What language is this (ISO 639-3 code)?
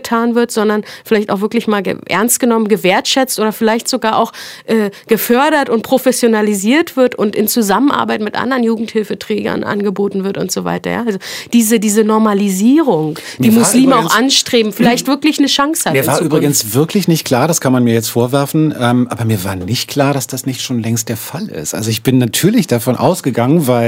deu